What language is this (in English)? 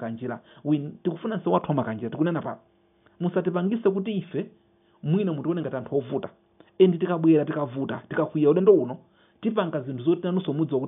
Nyanja